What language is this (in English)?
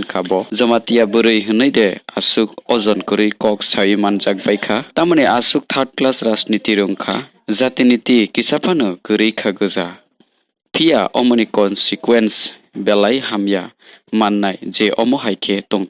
Kok Borok